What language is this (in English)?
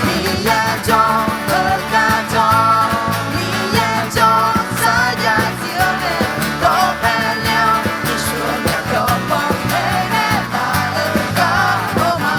Akha